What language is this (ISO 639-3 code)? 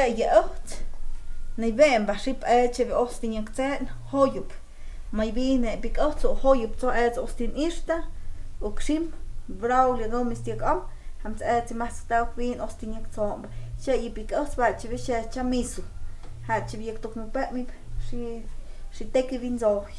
mto